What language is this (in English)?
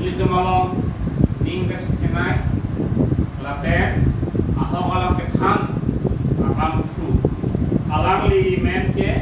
Karbi